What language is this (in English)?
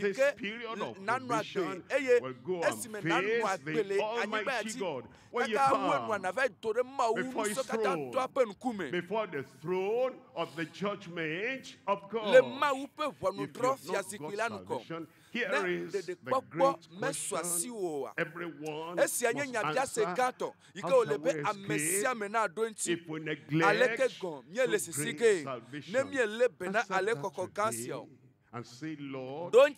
Ewe